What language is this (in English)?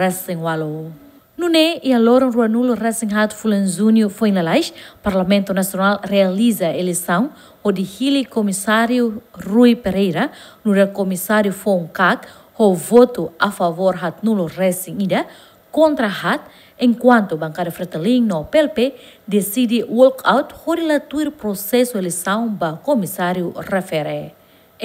Tetum